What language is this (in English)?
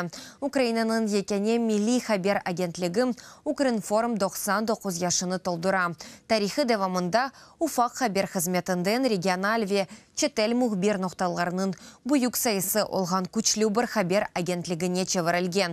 Crimean Tatar